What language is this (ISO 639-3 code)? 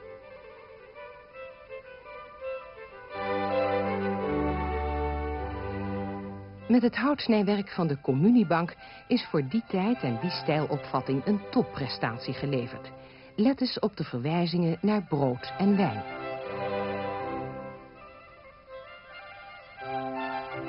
nld